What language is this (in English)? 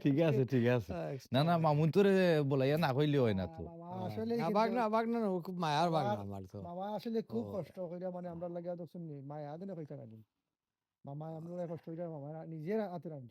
Sylheti